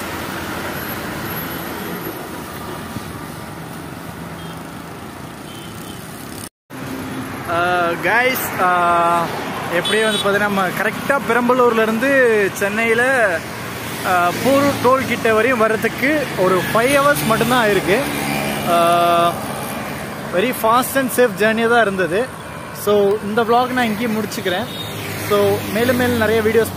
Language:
Tamil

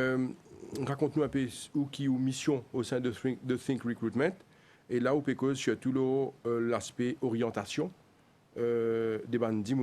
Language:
Morisyen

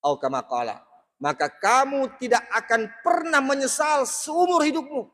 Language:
Buginese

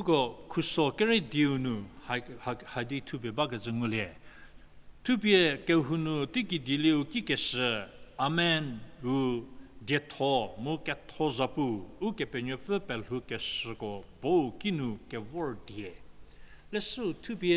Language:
Angami Naga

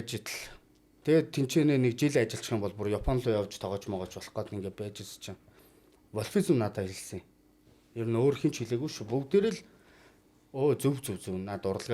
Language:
Mongolian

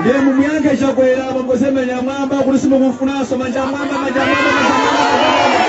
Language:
Nyanja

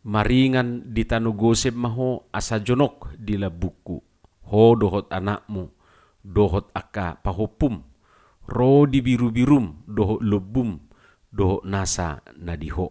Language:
Batak Toba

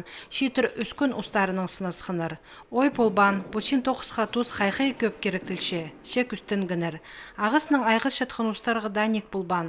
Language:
Khakas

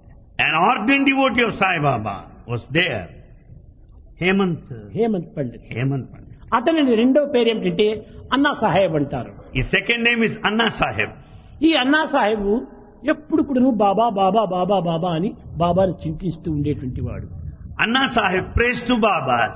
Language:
Telugu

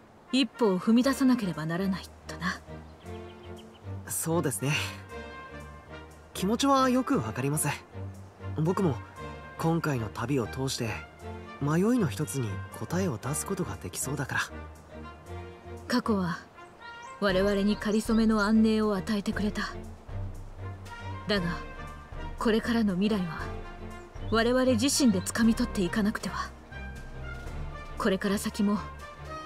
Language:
Japanese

